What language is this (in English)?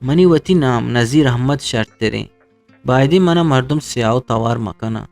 Eastern Balochi